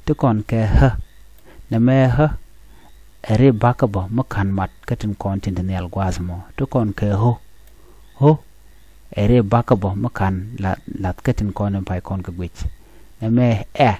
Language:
Nuer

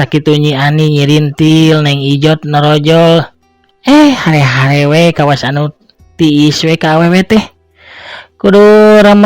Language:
Sundanese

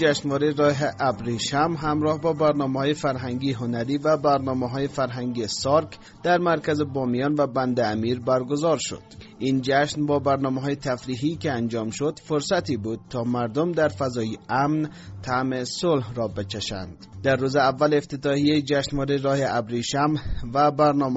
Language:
Persian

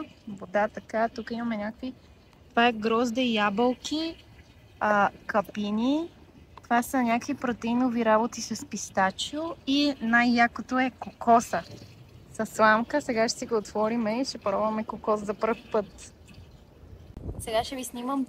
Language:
Bulgarian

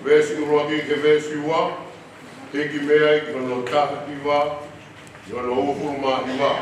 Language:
Tongan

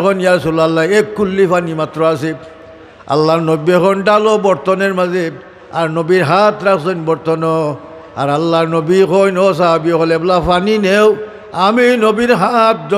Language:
Sylheti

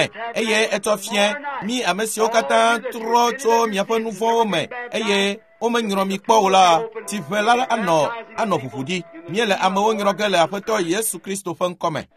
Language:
Ewe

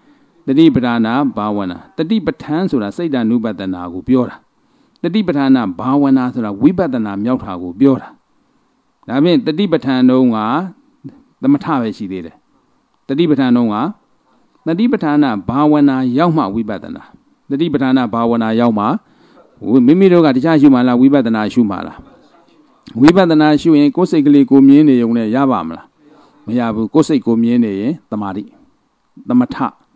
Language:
Burmese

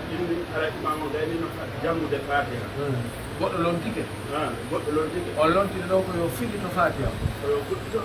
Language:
Pular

